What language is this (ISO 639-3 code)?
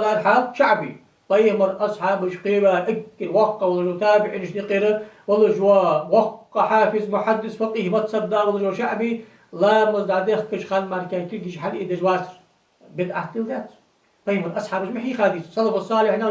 inh